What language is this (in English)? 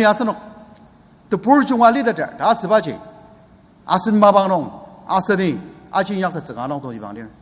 Ao Naga